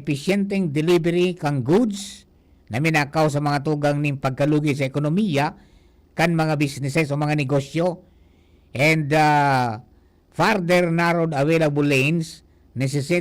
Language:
Bikol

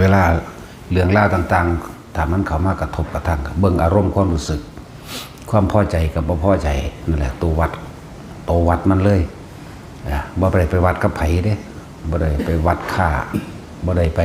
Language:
Northeastern Thai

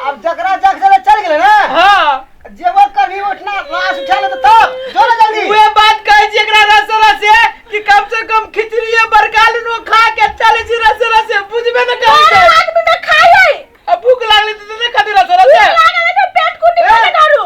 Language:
Maithili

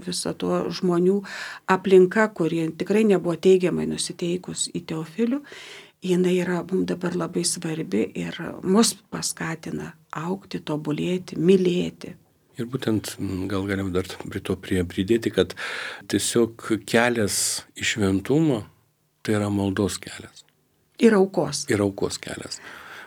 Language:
Lithuanian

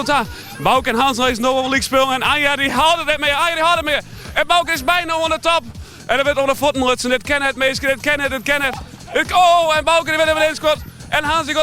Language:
Western Frisian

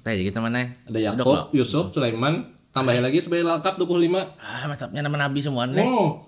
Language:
Banjar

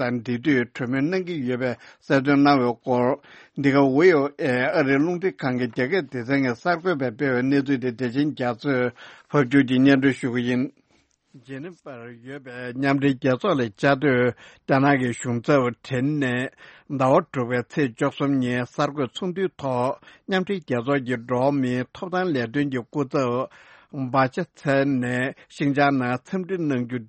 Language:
Tibetan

